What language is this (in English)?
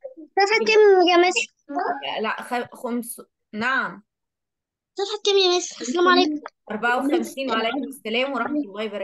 Egyptian Arabic